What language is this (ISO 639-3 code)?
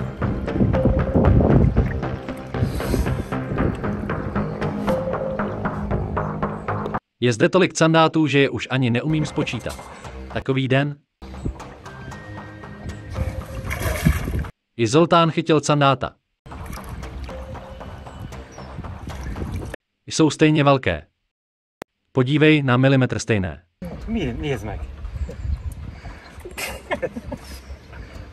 ces